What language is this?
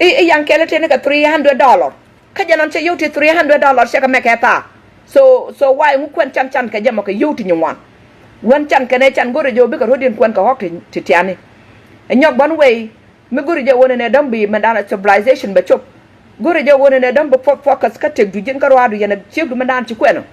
Nuer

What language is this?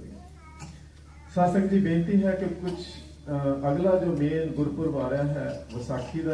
Punjabi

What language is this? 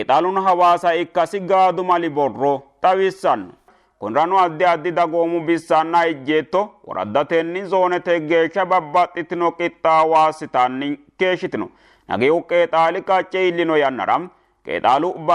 Sidamo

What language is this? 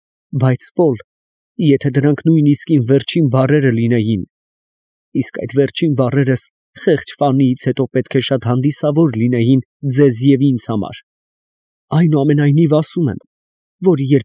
Armenian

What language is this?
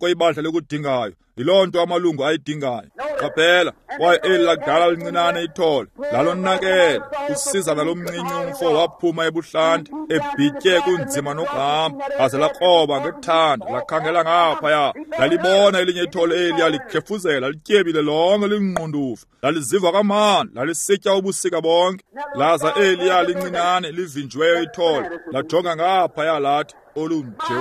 Xhosa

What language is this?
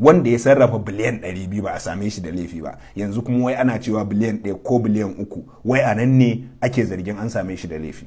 Hausa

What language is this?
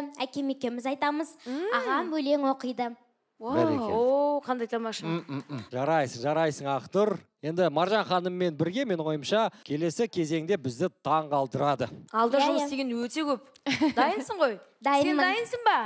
Kazakh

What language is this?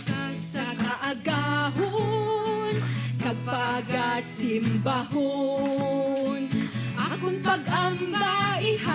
Hiligaynon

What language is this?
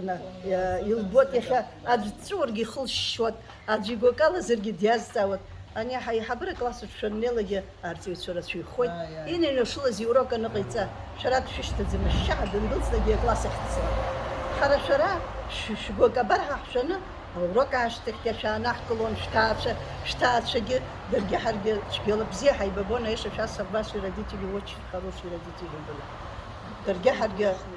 Abkhazian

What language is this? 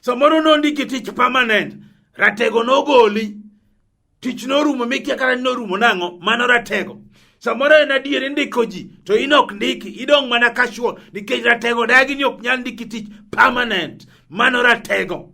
Luo (Kenya and Tanzania)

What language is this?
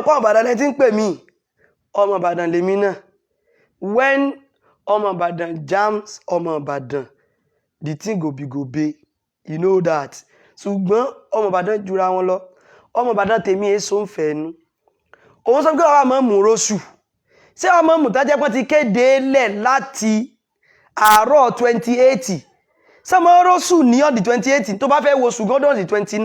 Yoruba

